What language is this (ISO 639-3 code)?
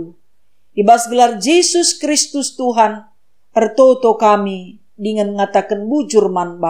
btx